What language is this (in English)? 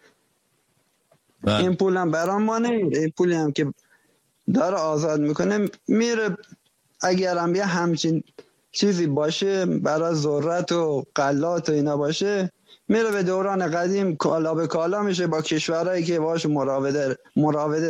Persian